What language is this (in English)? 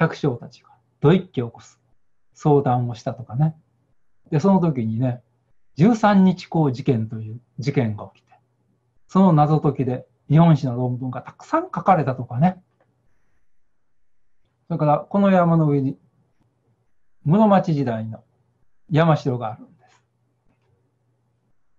Japanese